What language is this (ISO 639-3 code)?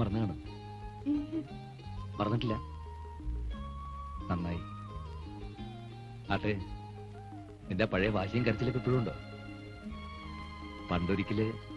mal